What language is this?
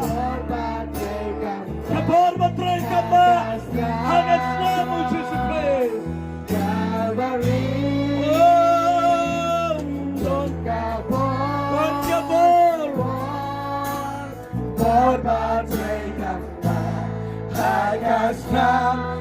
Khasi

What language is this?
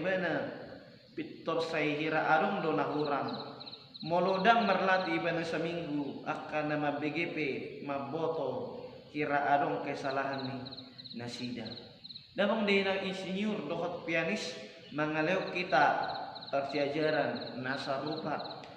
Batak Toba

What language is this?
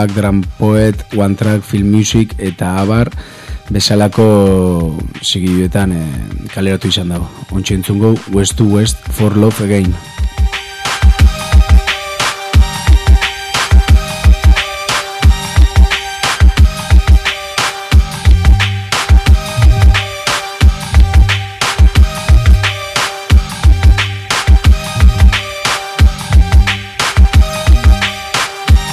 Basque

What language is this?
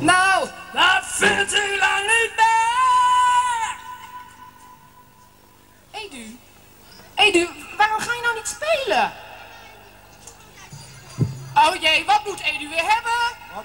Dutch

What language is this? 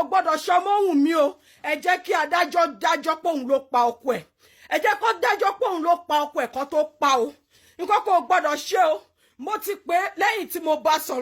Yoruba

